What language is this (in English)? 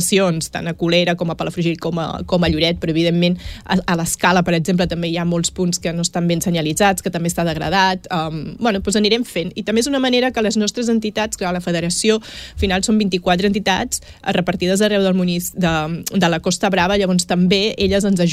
Catalan